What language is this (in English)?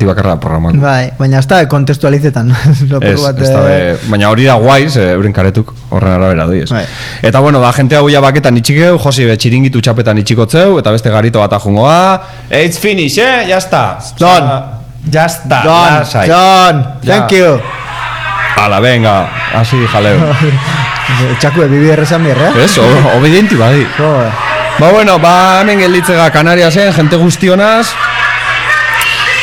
Basque